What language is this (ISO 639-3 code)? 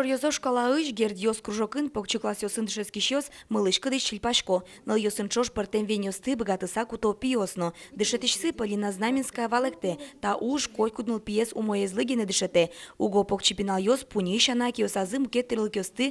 udm